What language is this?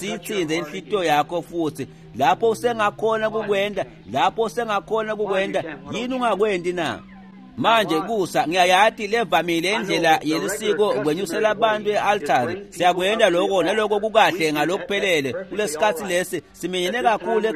Swati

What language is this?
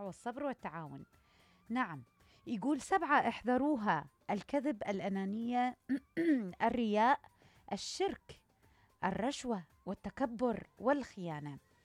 Mesopotamian Arabic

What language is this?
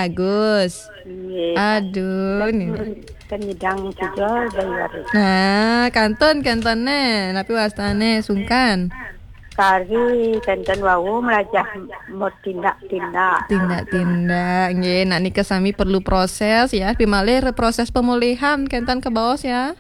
Balinese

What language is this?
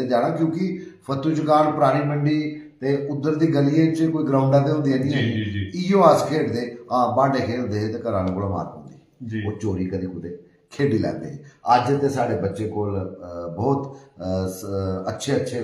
Dogri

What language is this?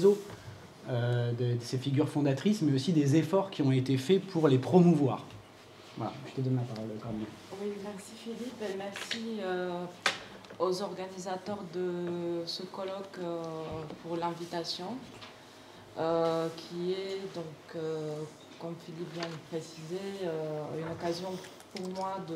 French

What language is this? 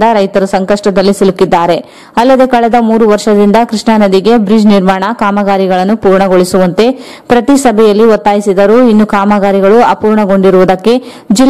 Kannada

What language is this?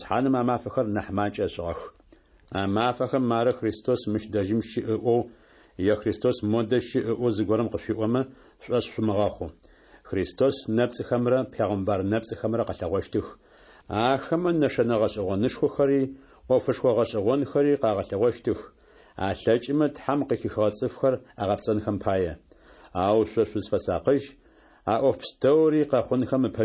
Adyghe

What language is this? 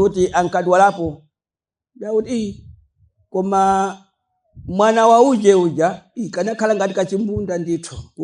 Nyanja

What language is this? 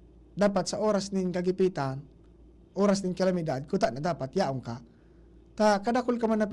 Bikol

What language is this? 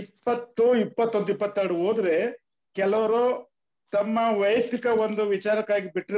Kannada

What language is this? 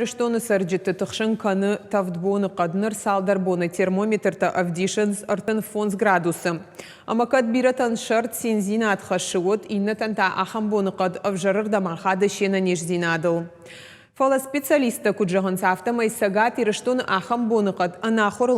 Ossetic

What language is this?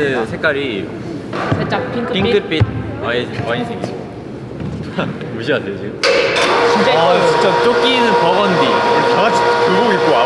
Korean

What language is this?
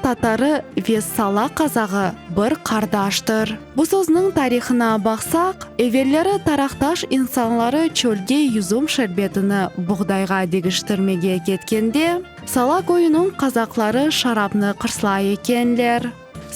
Crimean Tatar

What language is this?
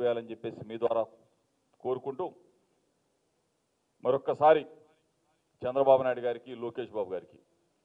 Telugu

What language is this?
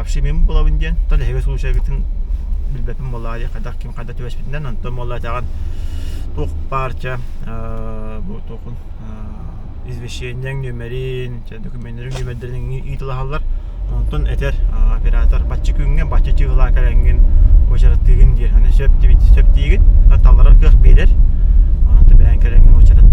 Yakut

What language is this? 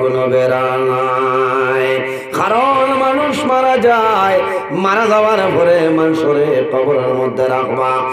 Sylheti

